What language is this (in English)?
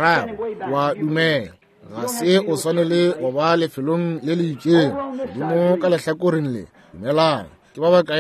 Northern Sotho